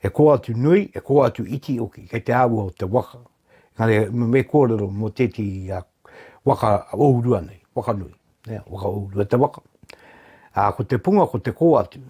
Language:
Māori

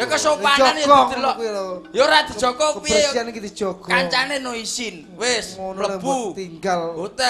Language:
Javanese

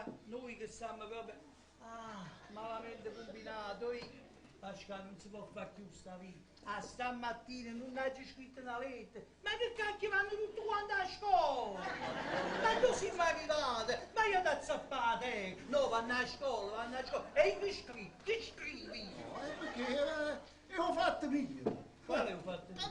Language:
Neapolitan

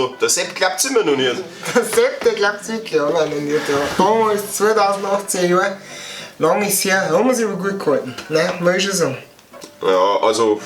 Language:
Bavarian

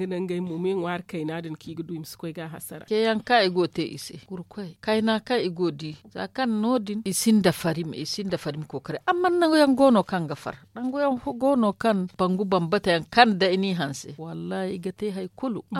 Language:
Zarma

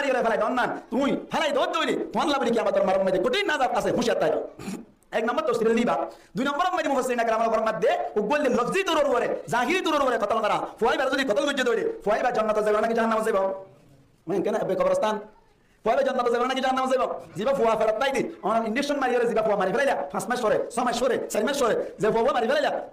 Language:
Rohingya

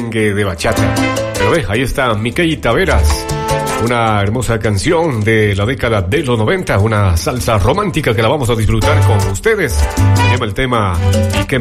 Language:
Spanish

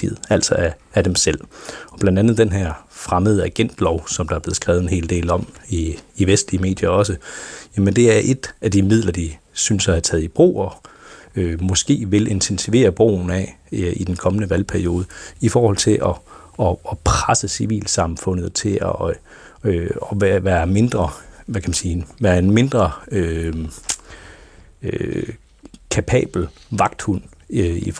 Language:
Danish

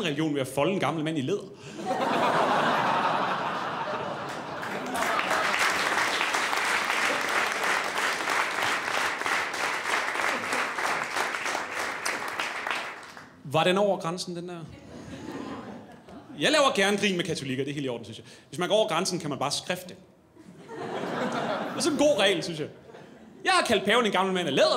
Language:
Danish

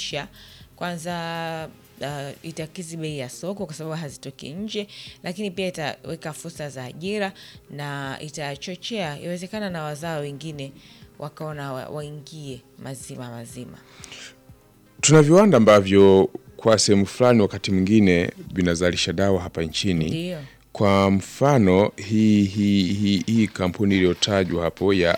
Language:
Swahili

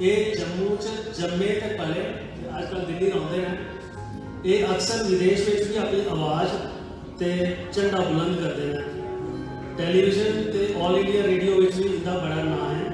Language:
Dogri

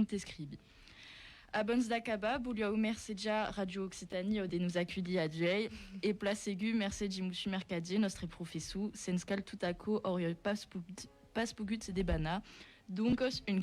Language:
Occitan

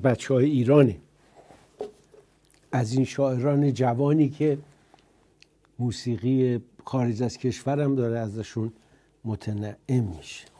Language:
Persian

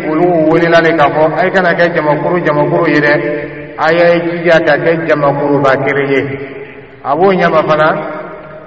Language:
Dyula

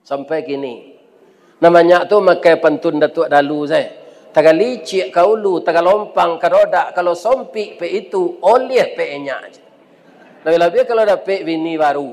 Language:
Minangkabau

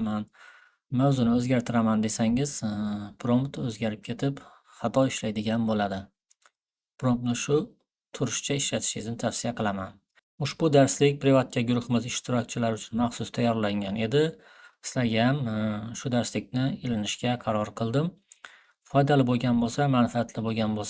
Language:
Uzbek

